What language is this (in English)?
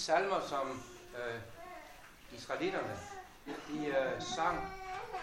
Danish